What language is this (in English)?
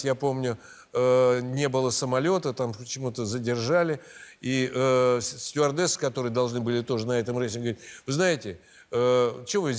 Russian